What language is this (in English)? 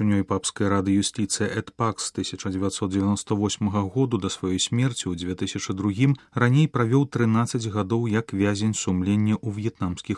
Belarusian